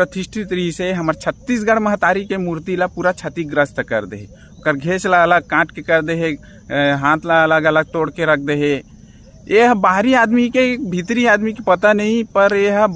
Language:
Chhattisgarhi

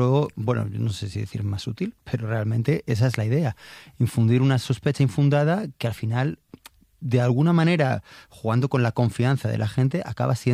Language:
Spanish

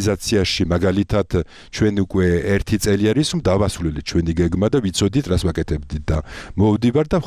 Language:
Georgian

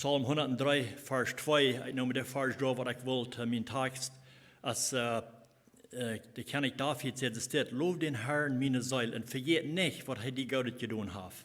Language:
Plautdietsch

